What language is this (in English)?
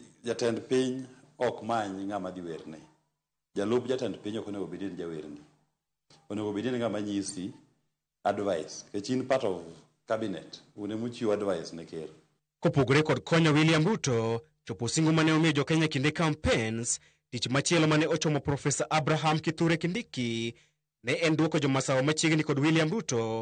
Luo (Kenya and Tanzania)